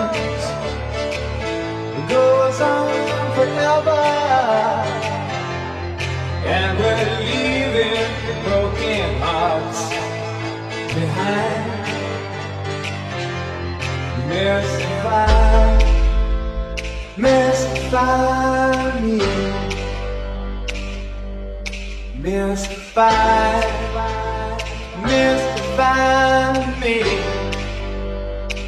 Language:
English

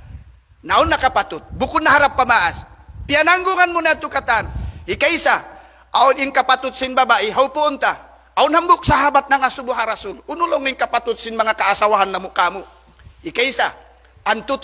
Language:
Tausug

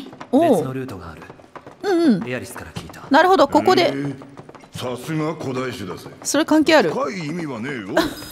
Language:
Japanese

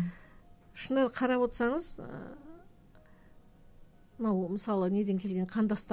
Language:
Kazakh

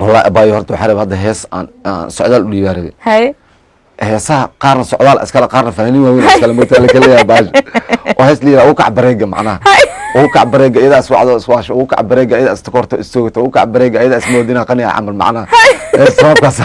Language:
Somali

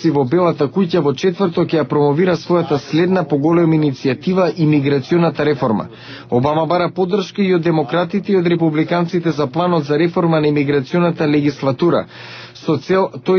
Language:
Macedonian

